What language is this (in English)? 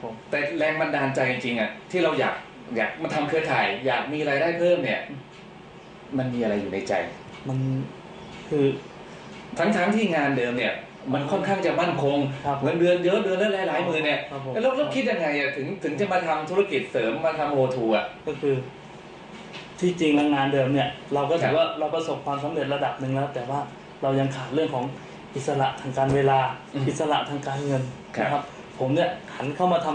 Thai